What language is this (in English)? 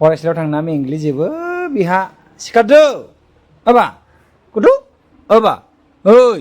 Bodo